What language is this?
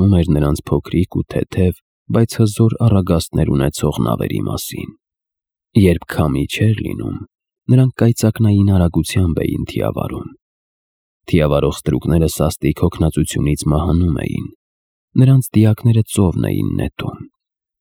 Armenian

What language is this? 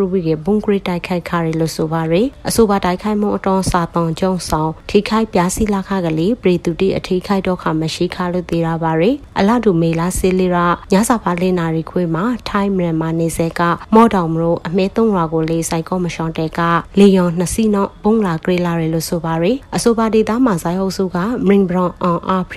Burmese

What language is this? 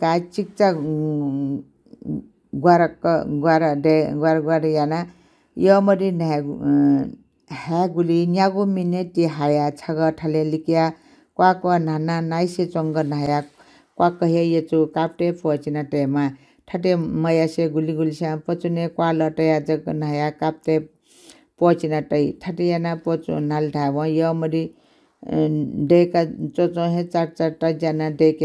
Newari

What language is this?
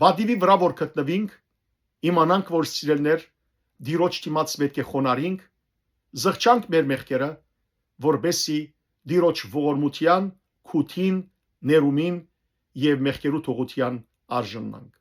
Western Armenian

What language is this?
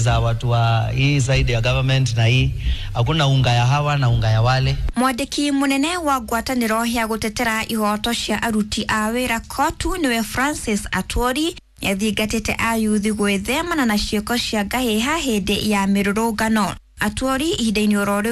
Kikuyu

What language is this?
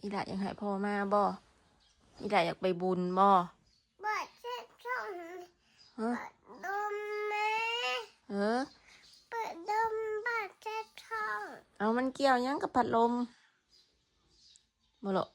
Northeastern Thai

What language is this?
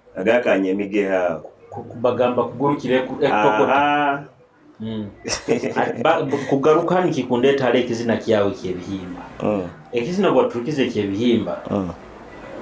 Nyoro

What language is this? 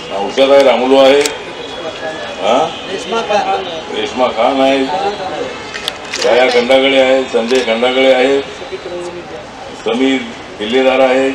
Marathi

